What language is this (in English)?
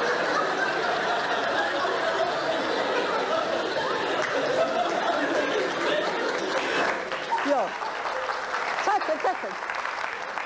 Hebrew